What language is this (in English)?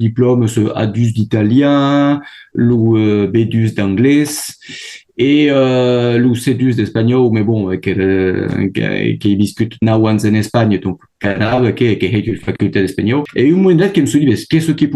Occitan